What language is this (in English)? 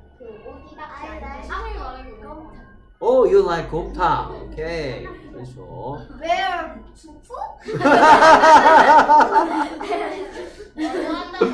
Korean